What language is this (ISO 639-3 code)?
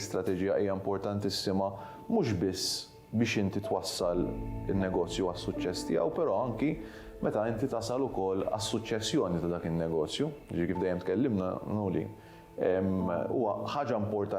mlt